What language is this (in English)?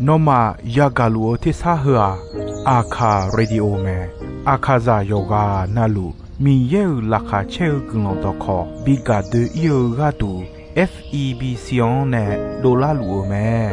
Akha